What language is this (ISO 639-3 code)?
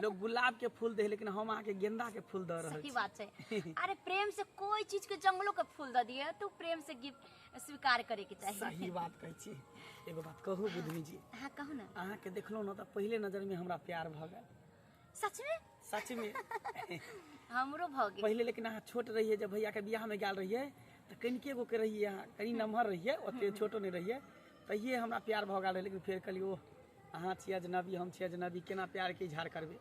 mai